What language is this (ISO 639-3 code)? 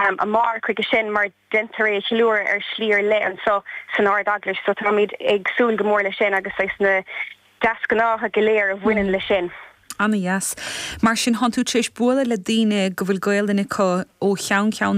gle